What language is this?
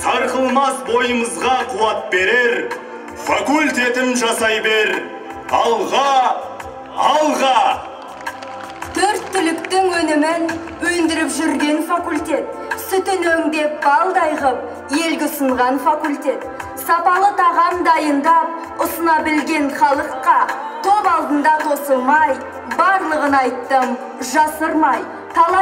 Kazakh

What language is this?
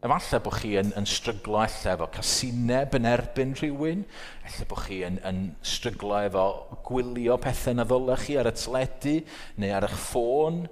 Welsh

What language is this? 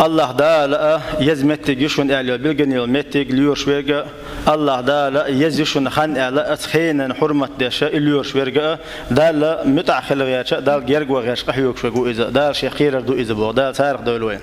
Chechen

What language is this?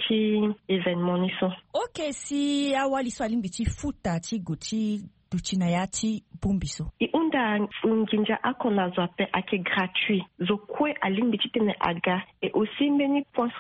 Sango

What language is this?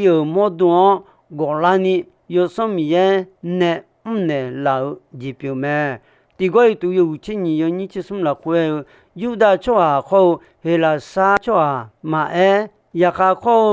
Akha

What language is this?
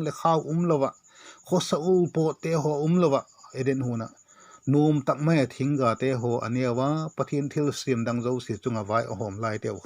Vaiphei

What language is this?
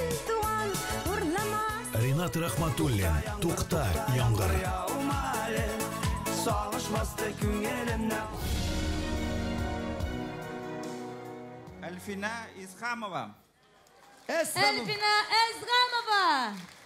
Tatar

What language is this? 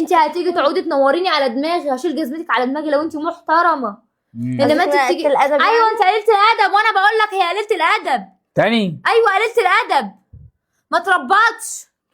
Egyptian Arabic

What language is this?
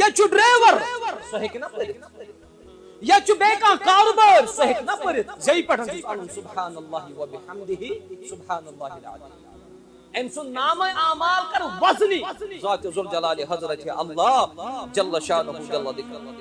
Kashmiri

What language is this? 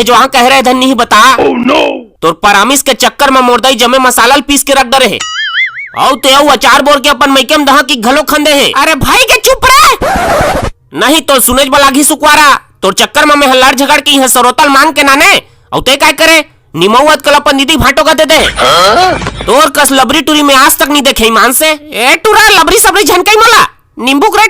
Chhattisgarhi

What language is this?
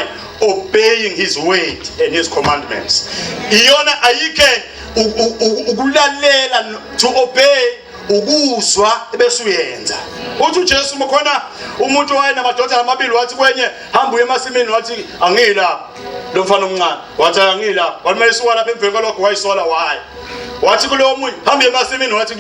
Zulu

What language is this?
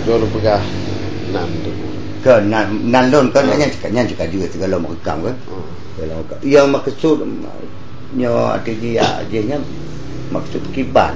Achinese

